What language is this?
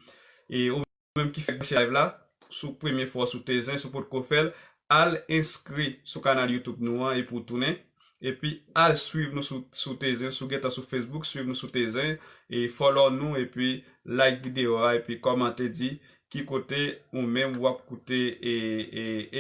Haitian Creole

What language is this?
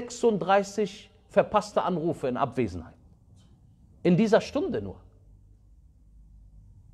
German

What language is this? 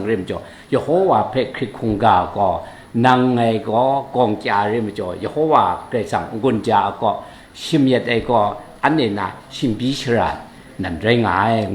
Kachin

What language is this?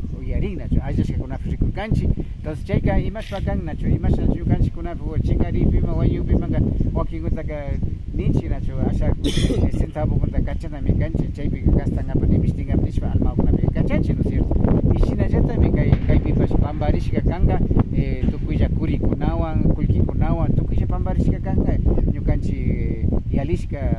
Imbabura Highland Quichua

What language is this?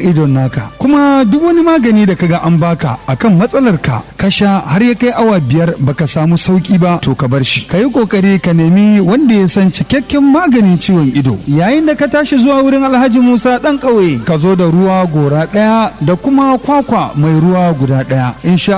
Hausa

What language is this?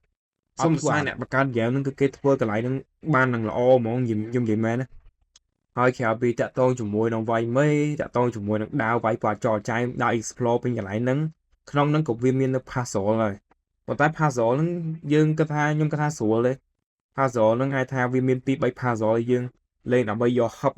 Khmer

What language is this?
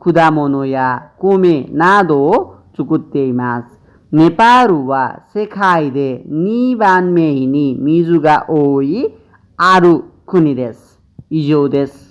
Nepali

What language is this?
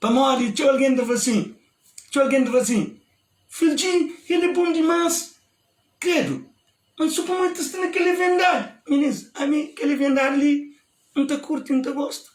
Kabuverdianu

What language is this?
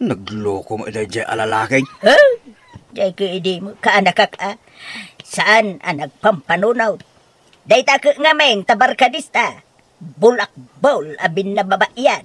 Iloko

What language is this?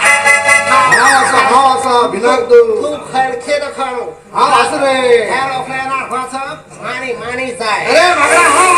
Konkani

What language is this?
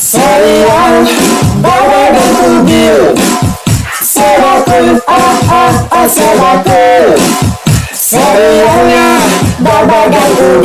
Betawi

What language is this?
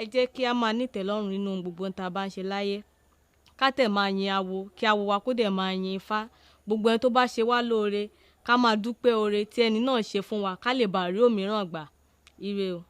Yoruba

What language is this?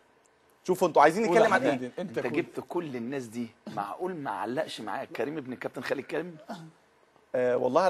Egyptian Arabic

